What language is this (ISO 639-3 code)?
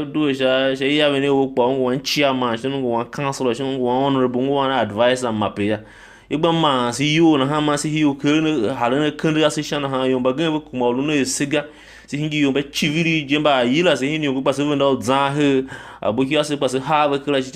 tiv